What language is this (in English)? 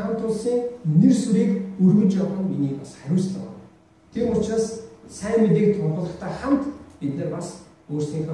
Mongolian